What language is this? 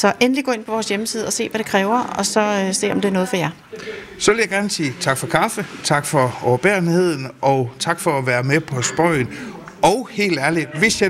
Danish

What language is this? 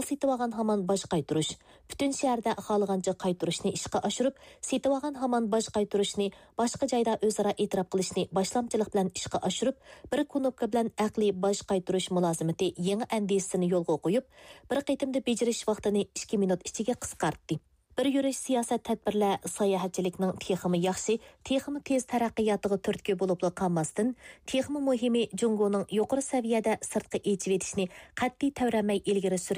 Uyghur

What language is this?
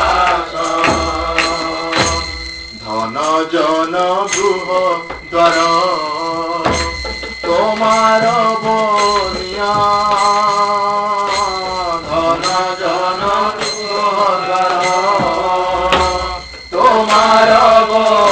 Odia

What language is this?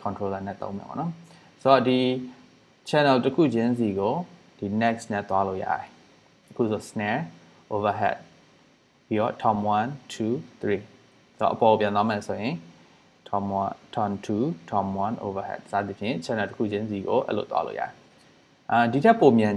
Burmese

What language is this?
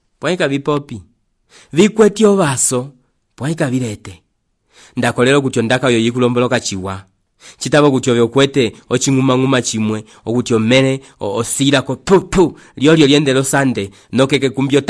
Umbundu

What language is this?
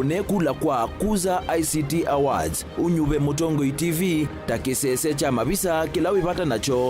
Kamba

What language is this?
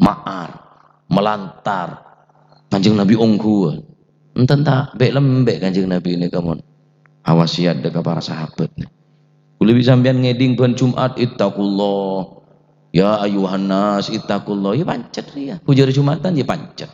Madurese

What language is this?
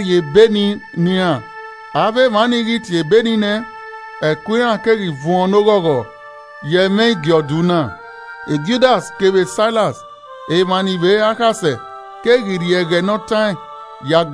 Esan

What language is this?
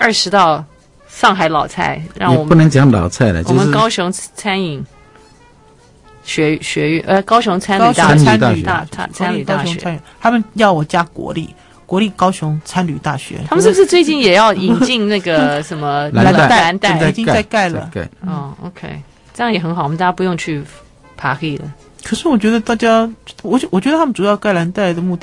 Chinese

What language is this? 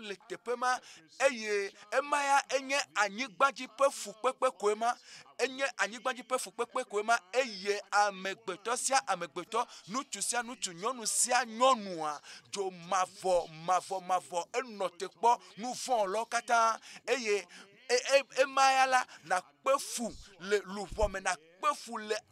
Ewe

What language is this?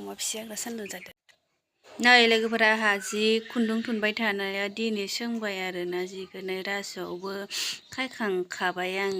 Bodo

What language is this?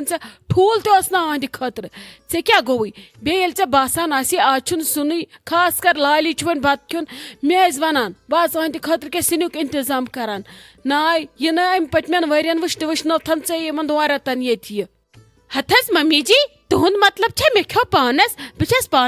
Kashmiri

